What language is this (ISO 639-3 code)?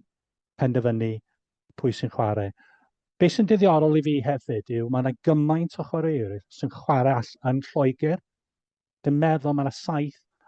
cym